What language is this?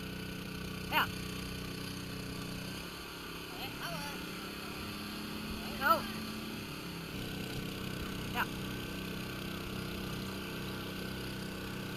Danish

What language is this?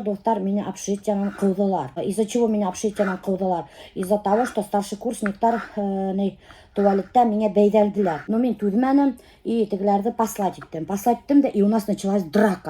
Bashkir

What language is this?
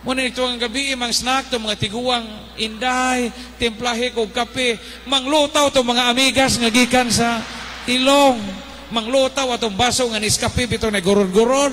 Cebuano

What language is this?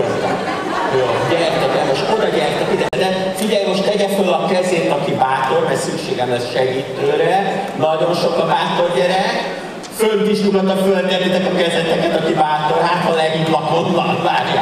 Hungarian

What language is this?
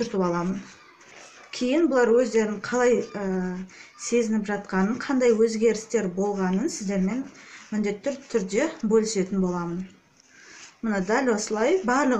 Kazakh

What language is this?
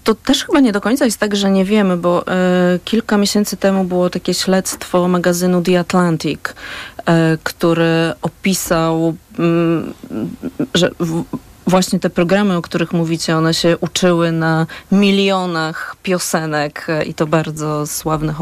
Polish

